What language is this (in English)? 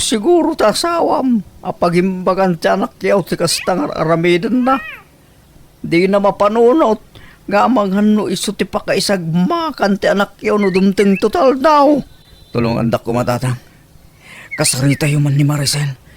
Iloko